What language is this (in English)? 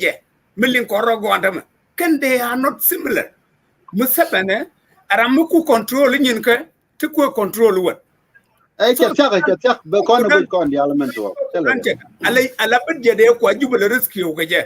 Nuer